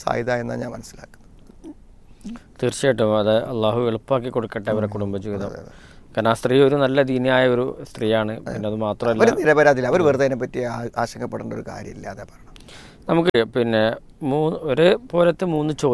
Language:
Malayalam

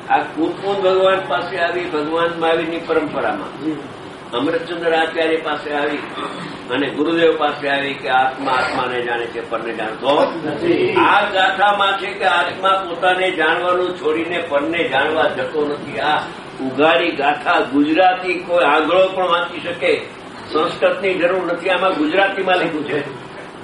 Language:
Gujarati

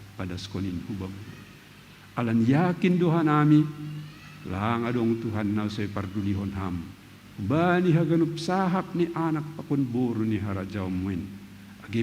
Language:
Batak Simalungun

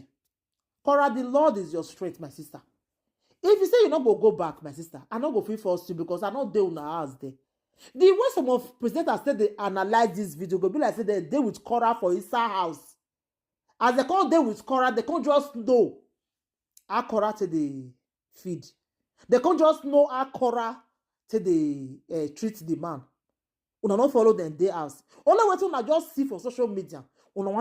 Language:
Nigerian Pidgin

